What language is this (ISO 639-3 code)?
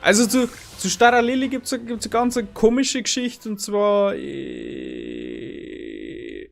bar